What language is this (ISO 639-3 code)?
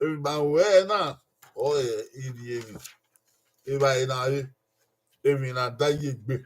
bin